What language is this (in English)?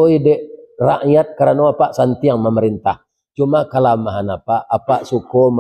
Minangkabau